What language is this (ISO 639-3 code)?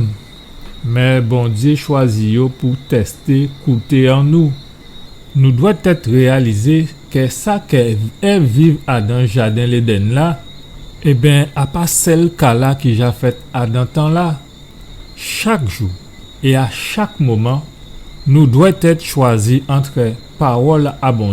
gcf